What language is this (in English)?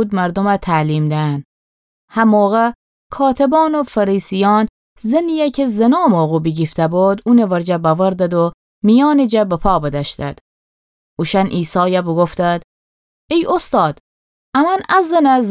Gilaki